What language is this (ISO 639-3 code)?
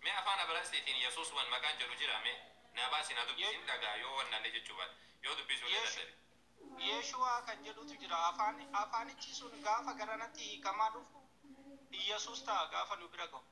orm